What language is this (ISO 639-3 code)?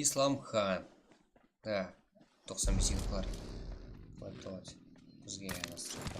kaa